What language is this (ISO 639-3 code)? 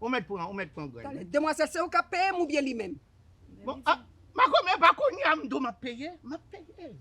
hat